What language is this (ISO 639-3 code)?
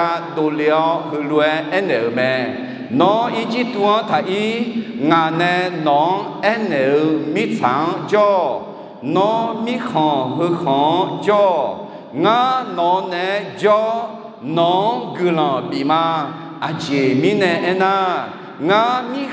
ahk